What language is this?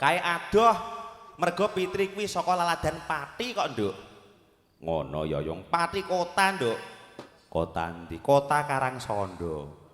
Javanese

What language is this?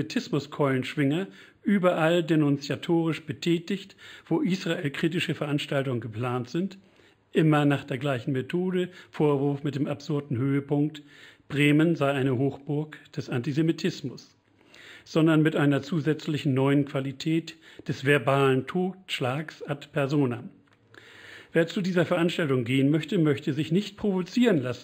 German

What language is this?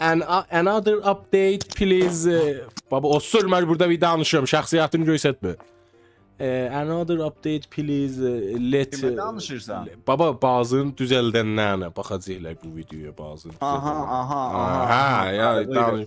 South Azerbaijani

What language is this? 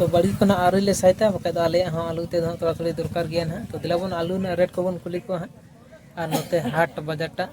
Santali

